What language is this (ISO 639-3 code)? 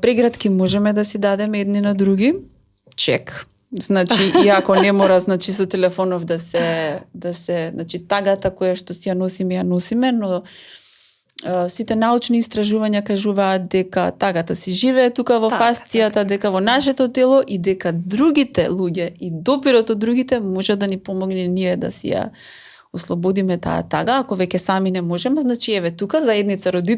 mkd